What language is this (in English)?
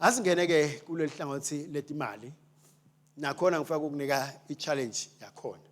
Swati